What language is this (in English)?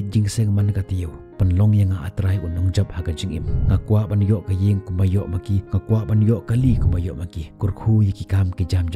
Khasi